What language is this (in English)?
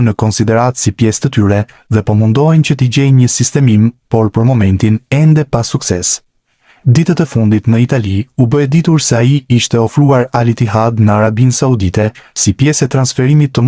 Albanian